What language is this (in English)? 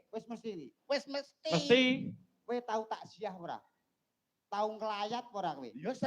Javanese